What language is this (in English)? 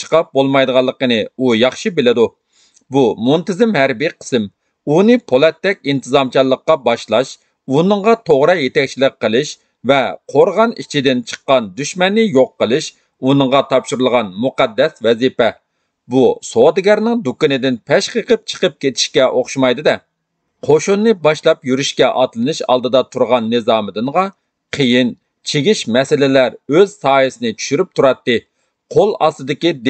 Uyghur